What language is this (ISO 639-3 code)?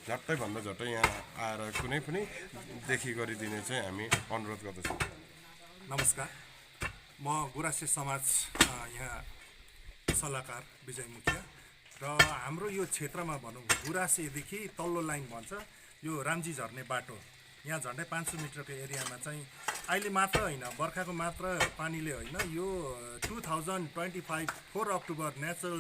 nep